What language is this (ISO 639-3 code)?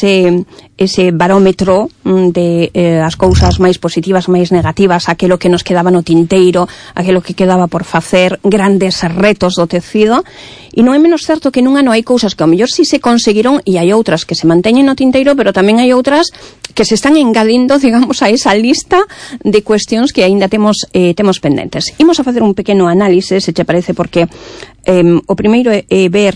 glg